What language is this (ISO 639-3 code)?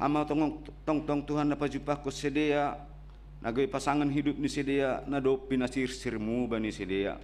bts